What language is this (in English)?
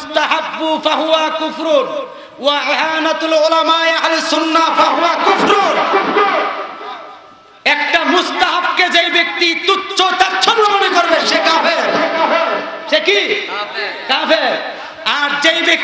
Bangla